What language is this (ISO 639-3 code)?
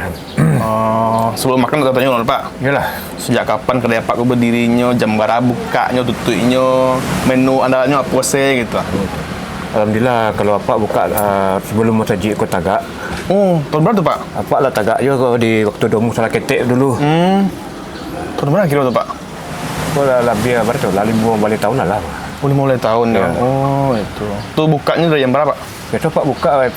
min